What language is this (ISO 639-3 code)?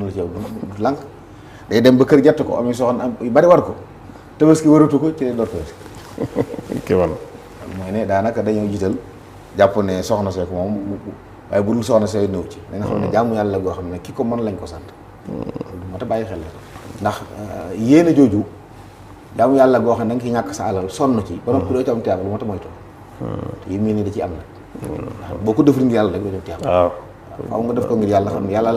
wol